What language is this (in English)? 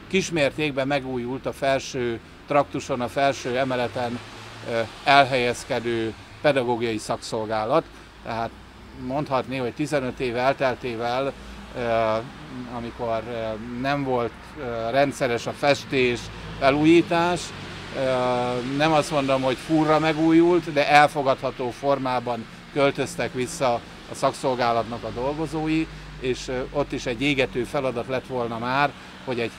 Hungarian